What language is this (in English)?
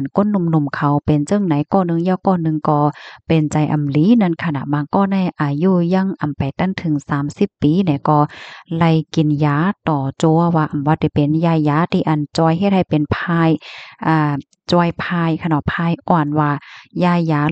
Shan